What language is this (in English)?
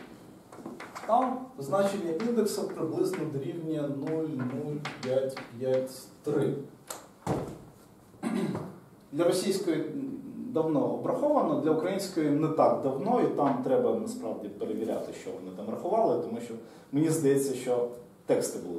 Ukrainian